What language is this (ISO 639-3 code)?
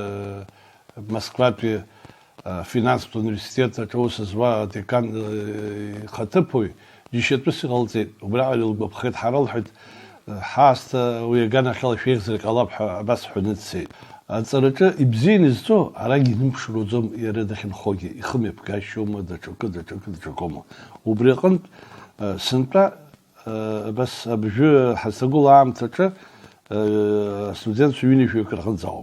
abk